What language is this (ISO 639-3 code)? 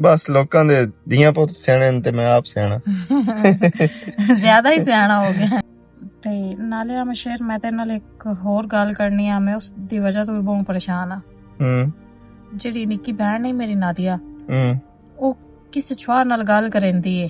lah